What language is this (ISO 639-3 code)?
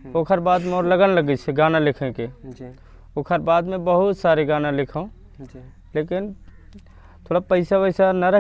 hne